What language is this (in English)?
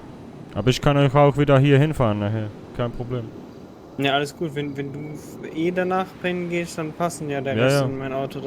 Swiss German